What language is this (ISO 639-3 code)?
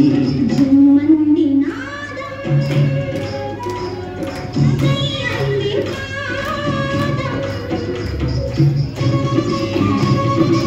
tel